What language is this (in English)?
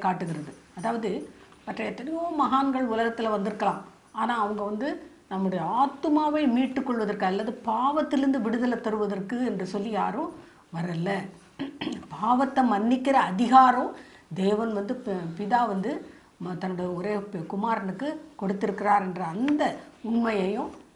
Tamil